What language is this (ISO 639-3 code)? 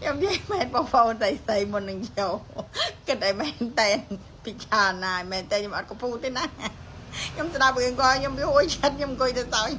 khm